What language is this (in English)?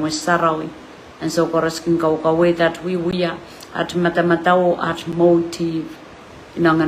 Pohnpeian